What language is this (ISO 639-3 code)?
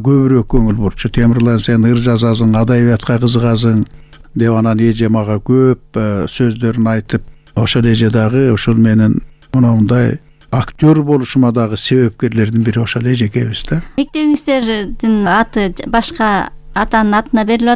kir